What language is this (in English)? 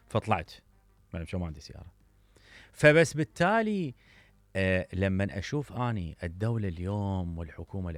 Mesopotamian Arabic